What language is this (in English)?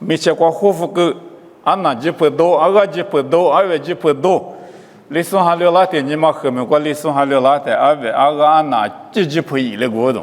Lisu